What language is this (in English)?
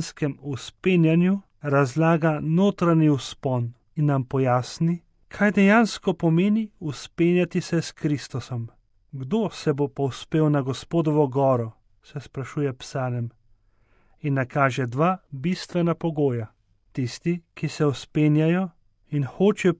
Slovenian